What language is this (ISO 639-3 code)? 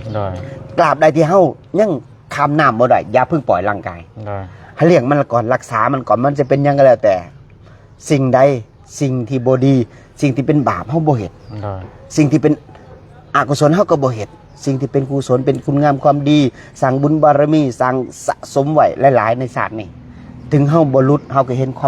lao